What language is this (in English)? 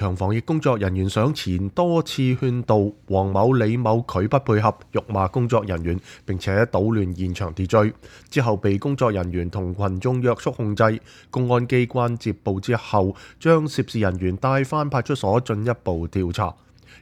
Cantonese